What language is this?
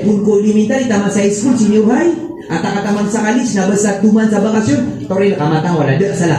Maranao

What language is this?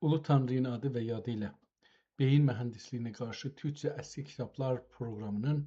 South Azerbaijani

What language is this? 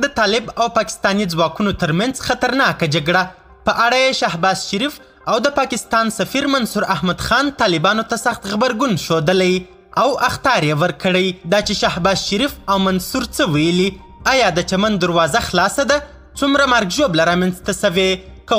Pashto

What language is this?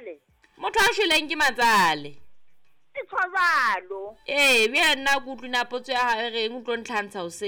Southern Sotho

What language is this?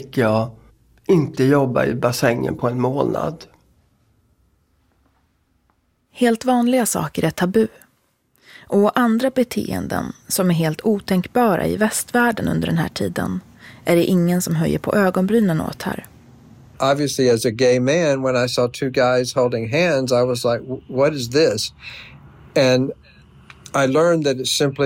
Swedish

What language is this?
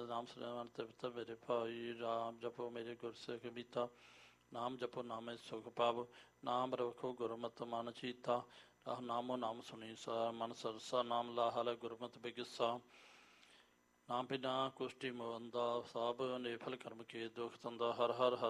Punjabi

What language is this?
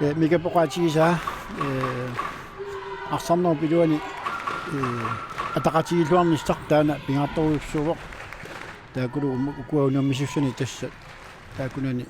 Kalaallisut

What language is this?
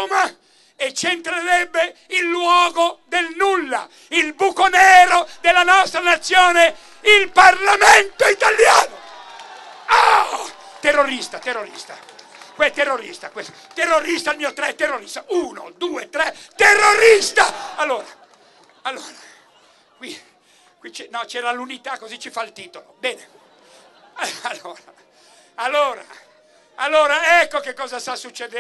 Italian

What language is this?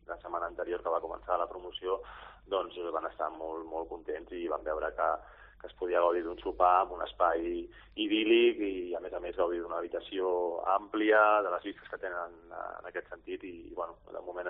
Catalan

